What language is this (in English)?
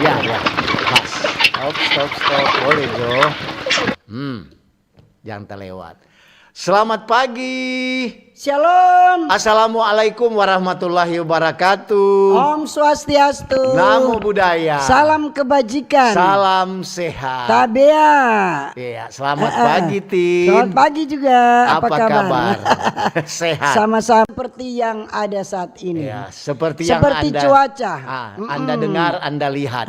Manado Malay